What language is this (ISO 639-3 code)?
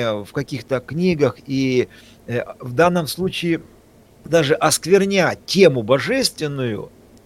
rus